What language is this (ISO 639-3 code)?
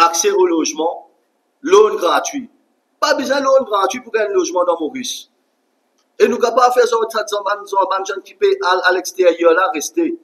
mfe